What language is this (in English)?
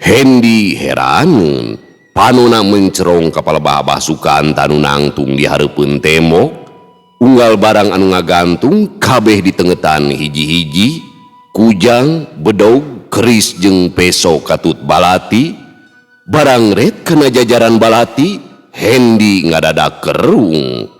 Sundanese